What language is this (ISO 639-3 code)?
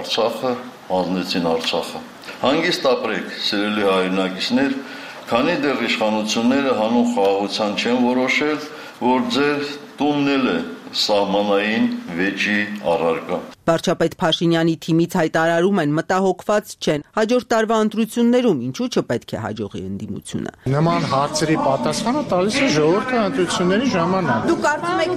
hye